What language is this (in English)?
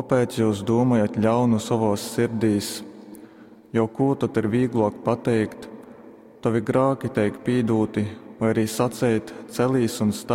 Latgalian